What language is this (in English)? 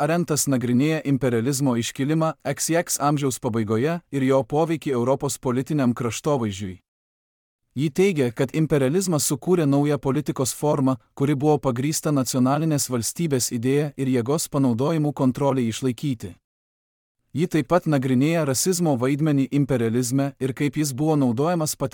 Lithuanian